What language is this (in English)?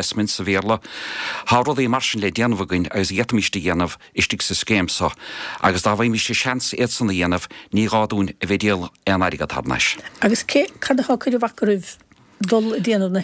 Irish